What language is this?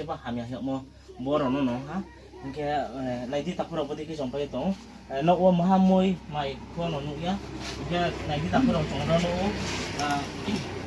Riang (India)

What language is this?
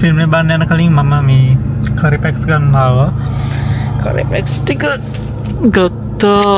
Sinhala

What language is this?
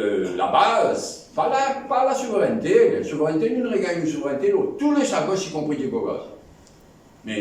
Morisyen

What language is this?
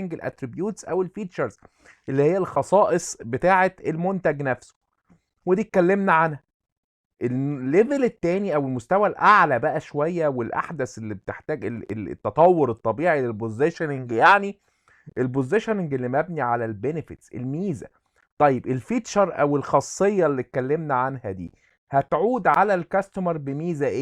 Egyptian Arabic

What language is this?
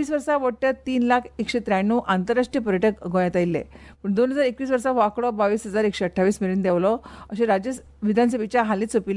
Konkani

